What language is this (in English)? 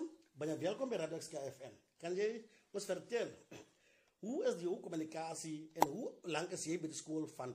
Afrikaans